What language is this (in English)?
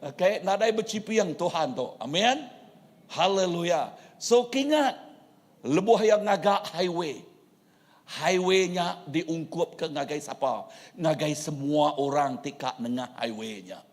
Iban